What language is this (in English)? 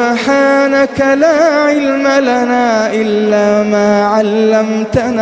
Arabic